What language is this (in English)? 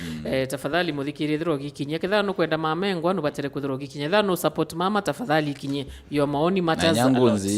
Meru